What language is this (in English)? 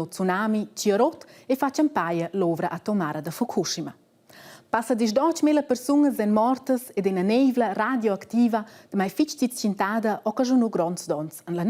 Romansh